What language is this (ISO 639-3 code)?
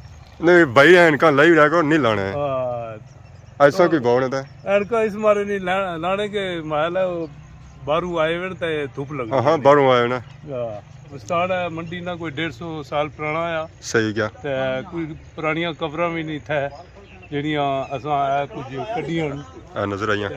phr